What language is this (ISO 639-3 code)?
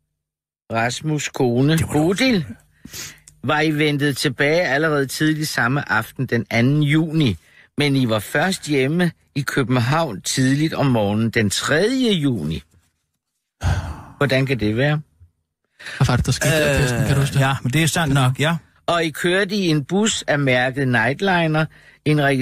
dan